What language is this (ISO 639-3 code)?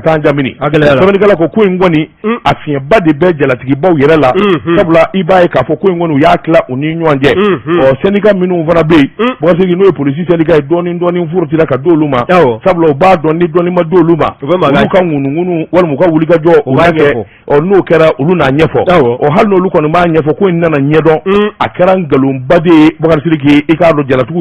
bam